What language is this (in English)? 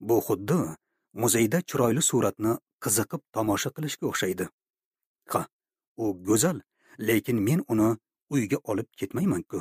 Uzbek